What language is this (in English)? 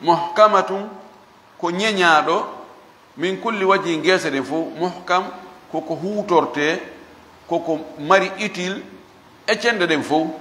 Fula